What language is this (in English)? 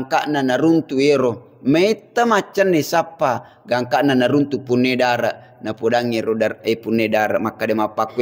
Buginese